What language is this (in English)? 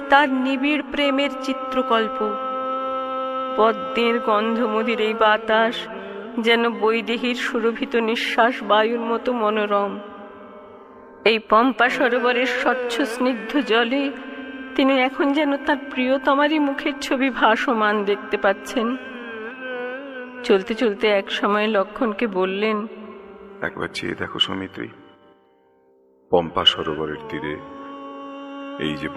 Bangla